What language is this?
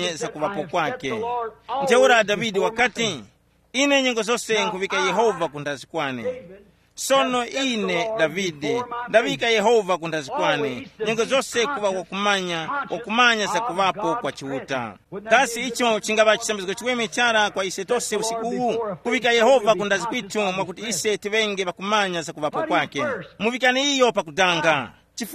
Tumbuka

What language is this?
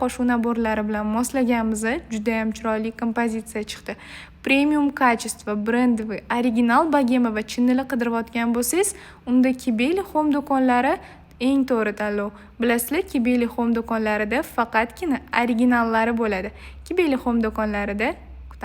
Uzbek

